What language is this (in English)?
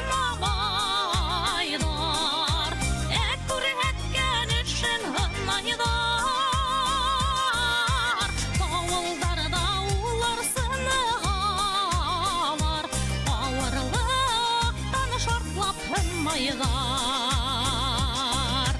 Bashkir